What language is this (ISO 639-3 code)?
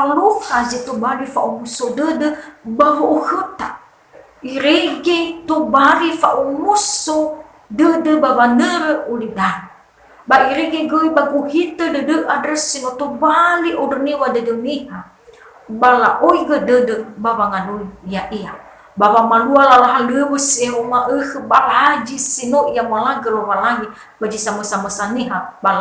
nia